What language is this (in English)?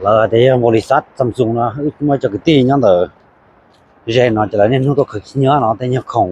Hmong